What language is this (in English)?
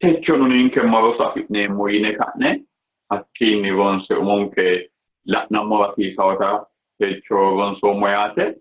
Sidamo